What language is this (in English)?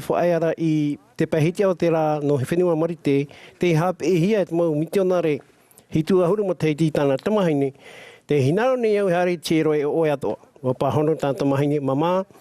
Tahitian